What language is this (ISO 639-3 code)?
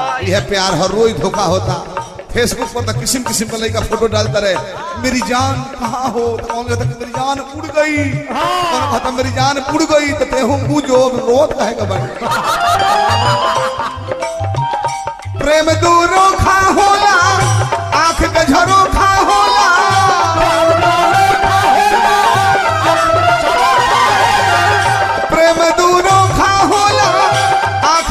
bho